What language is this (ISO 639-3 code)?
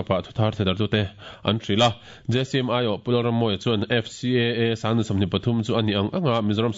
lus